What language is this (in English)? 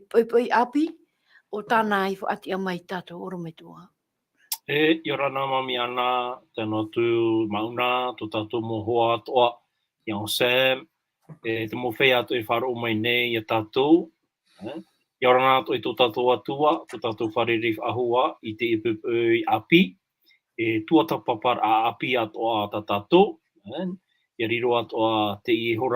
Tahitian